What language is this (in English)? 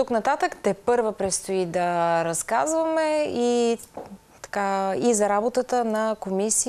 Bulgarian